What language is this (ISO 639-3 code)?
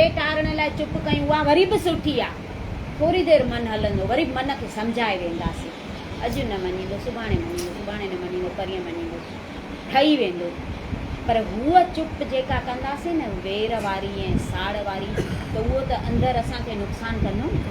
snd